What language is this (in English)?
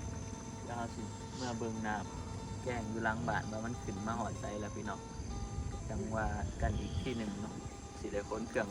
Northeastern Thai